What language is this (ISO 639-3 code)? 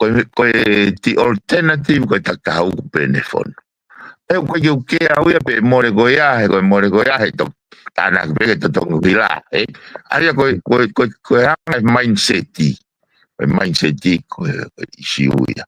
ton